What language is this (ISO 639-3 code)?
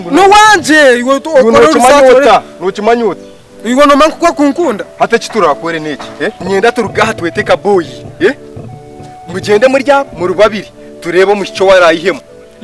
nyn